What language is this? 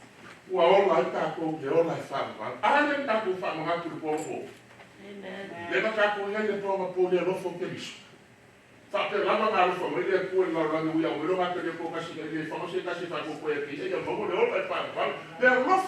Samoan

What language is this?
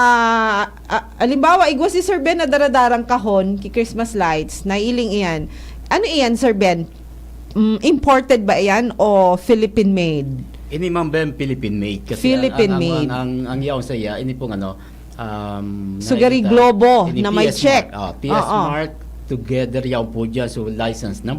Bikol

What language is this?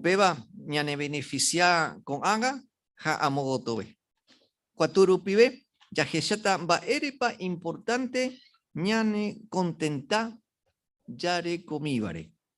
Guarani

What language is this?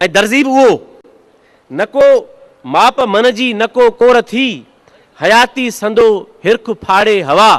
Sindhi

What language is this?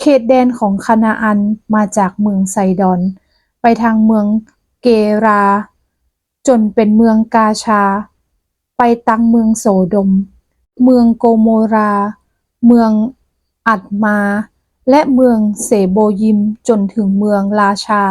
Northern Thai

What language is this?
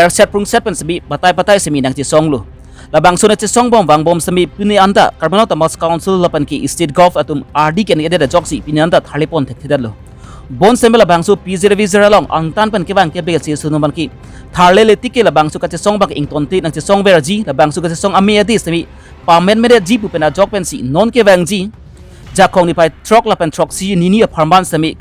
Karbi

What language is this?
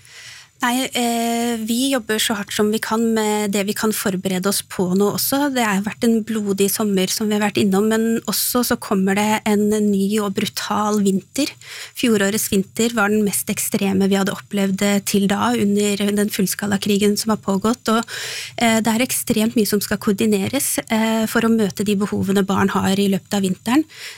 Norwegian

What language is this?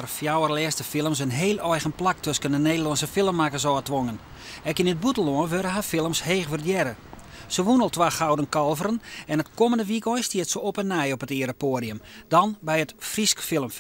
Western Frisian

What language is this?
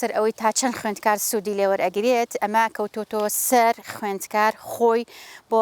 Central Kurdish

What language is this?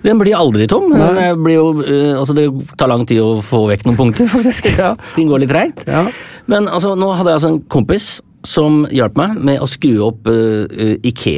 Norwegian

